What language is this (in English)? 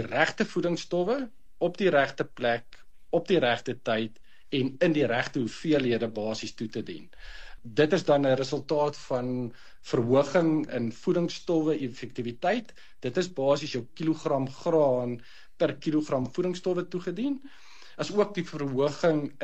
Afrikaans